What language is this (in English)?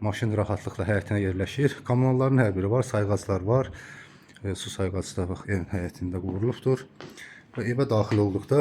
Azerbaijani